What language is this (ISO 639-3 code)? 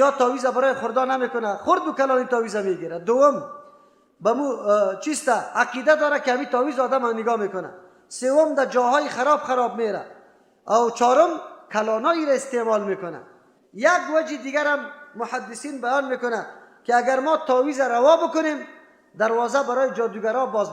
fas